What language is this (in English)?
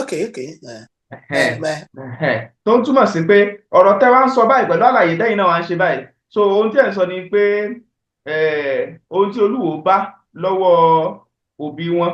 Yoruba